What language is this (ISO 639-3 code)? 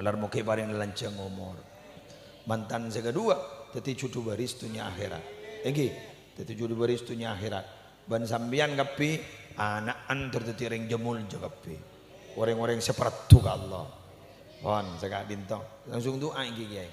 mad